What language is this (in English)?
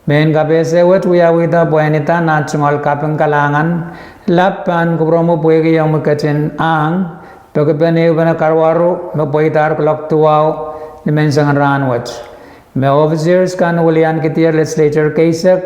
Pohnpeian